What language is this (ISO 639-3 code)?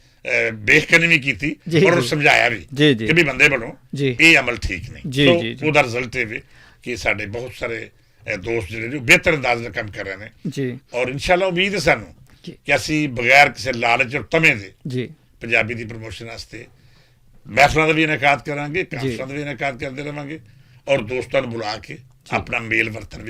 lah